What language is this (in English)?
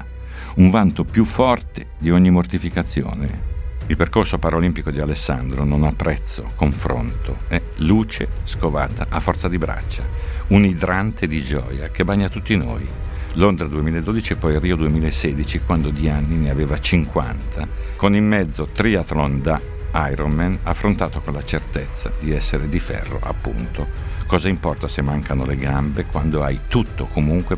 Italian